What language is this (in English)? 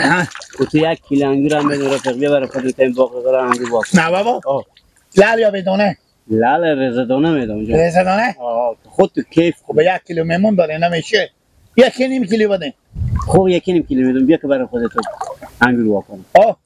Persian